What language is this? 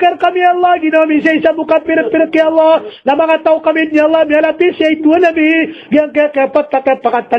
Maranao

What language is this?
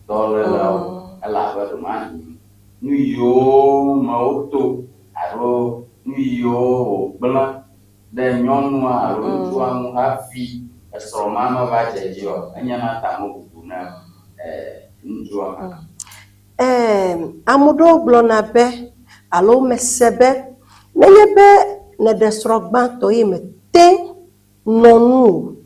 Ewe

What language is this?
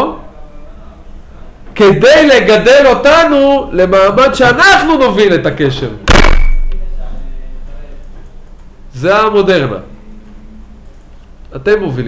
Hebrew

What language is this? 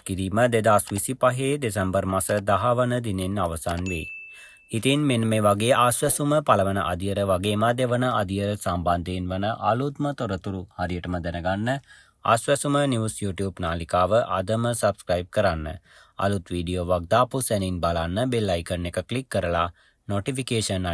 Sinhala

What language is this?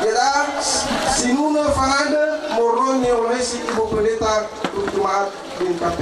Nias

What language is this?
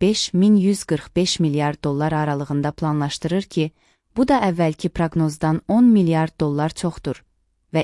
Azerbaijani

